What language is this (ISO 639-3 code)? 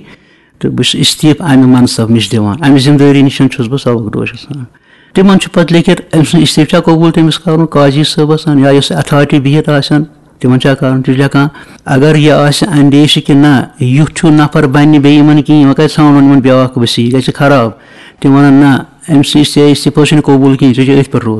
kas